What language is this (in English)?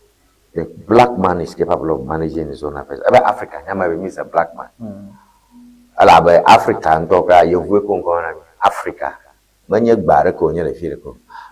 Ewe